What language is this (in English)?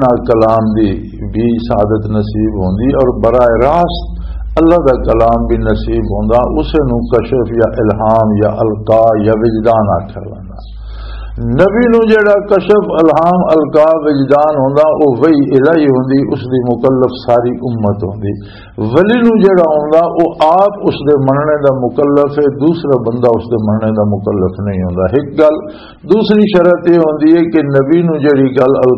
Western Panjabi